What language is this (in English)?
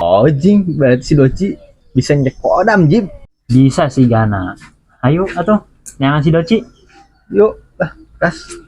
Sundanese